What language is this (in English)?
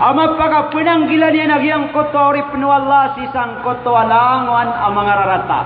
Maranao